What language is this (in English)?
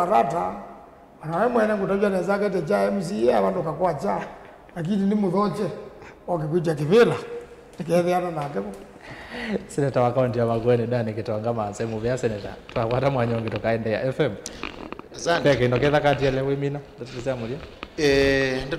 Kamba